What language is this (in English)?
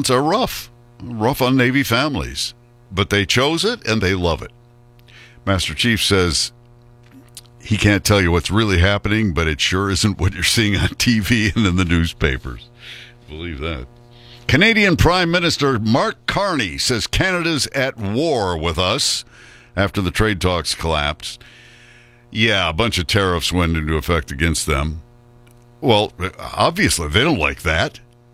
English